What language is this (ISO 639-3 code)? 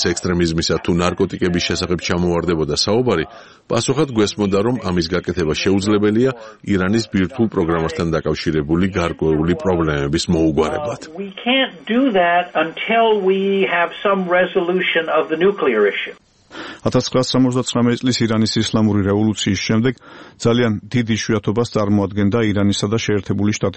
kat